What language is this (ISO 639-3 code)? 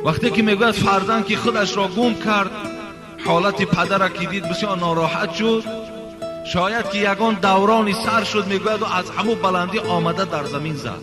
tgk